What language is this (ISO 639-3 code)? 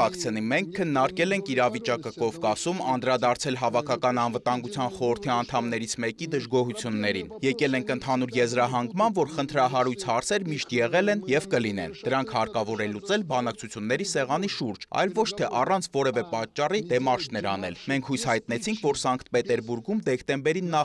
hye